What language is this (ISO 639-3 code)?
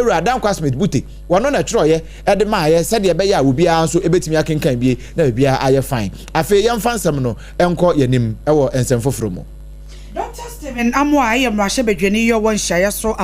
aka